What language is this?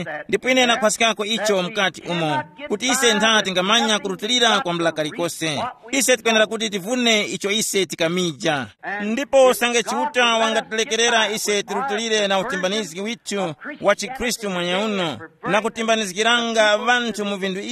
Tumbuka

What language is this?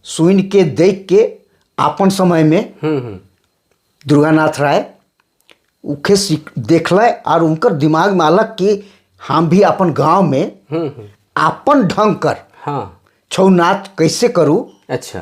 Sadri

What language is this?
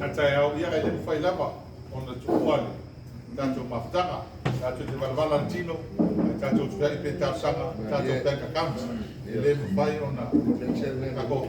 Samoan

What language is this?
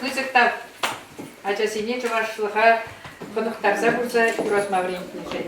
Chuvash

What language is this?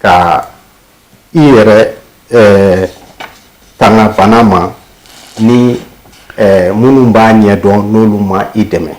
Bambara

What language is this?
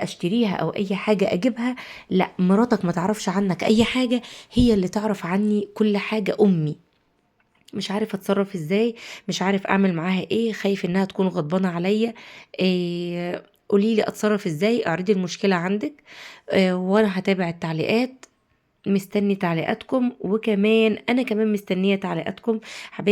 Egyptian Arabic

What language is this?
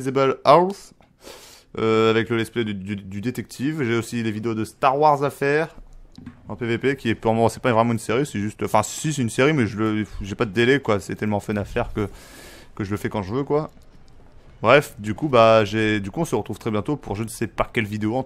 French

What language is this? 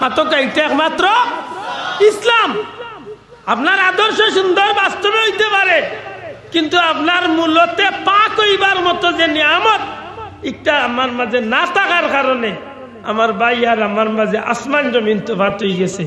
Sylheti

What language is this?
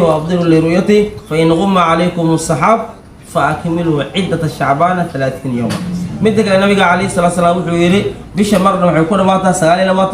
Somali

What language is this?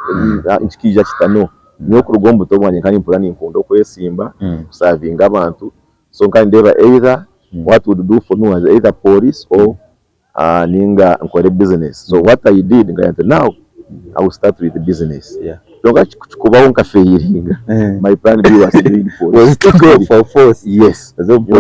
Nyankole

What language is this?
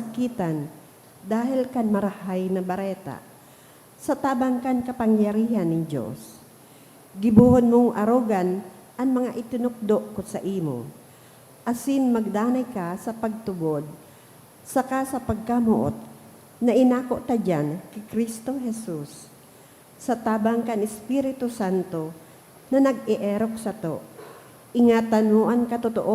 Bikol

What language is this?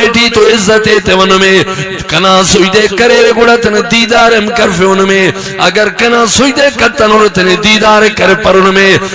Brahui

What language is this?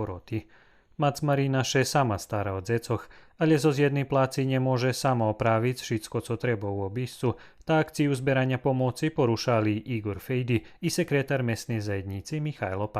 Rusyn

